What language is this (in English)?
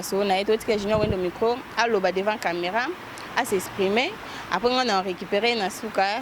Lingala